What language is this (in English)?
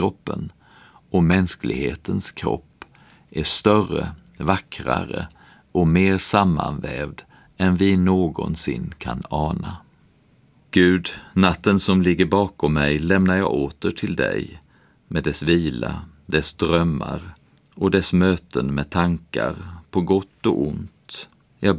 Swedish